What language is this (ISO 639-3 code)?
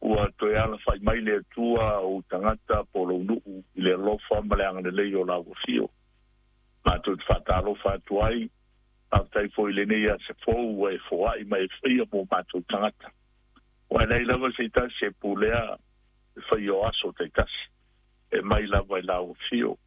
smo